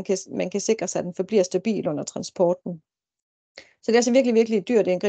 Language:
Danish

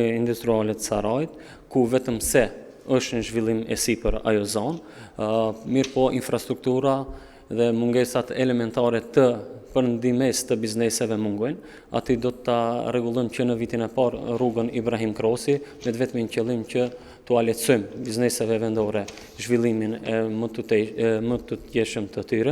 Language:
Albanian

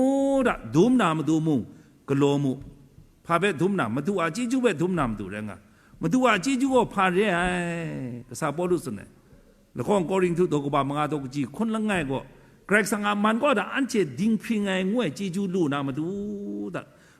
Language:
Kachin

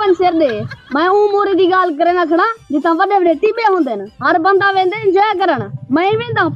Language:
Saraiki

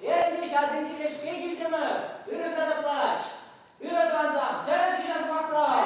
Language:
Chuvash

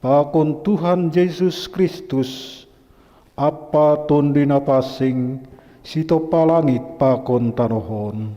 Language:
Batak Simalungun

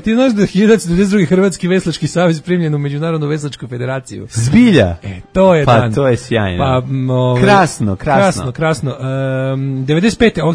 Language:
Serbian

